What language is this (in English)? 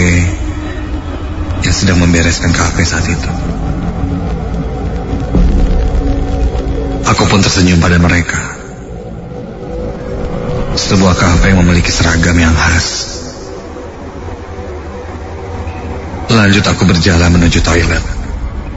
Indonesian